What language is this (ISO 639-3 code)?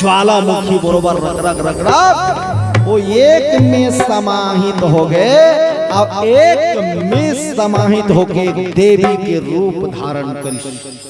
hne